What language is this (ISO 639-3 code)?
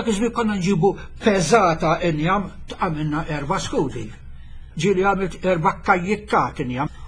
mlt